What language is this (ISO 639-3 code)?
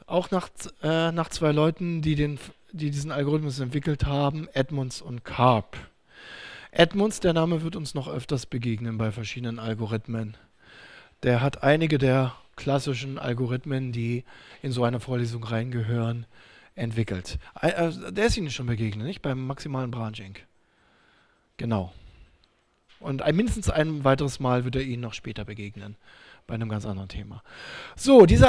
deu